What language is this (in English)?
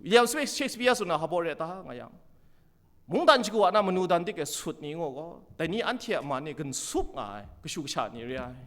Kachin